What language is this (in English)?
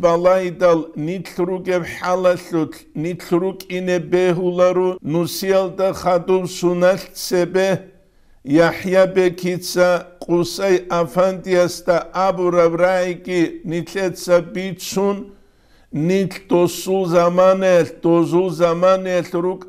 Avaric